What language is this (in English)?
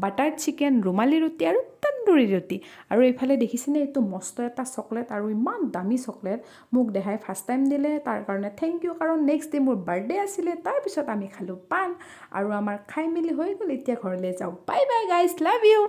Assamese